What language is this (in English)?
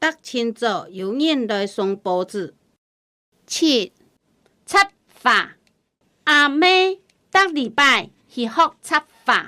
Hakka Chinese